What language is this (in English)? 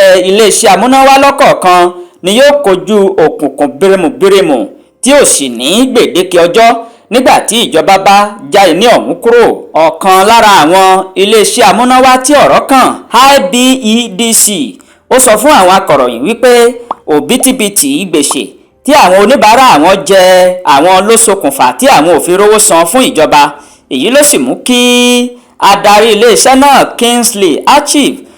Yoruba